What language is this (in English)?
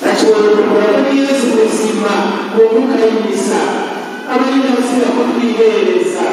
Rundi